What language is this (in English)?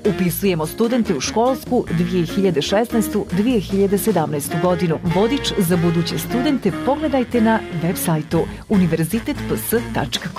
Bosnian